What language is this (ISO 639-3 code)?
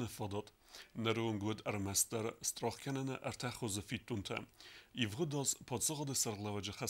oss